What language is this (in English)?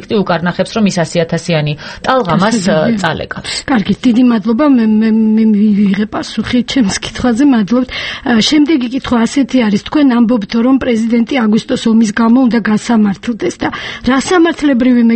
Georgian